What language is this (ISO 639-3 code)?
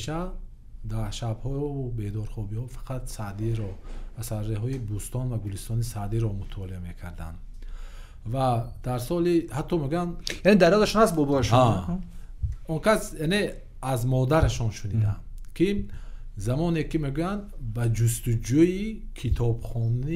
tgk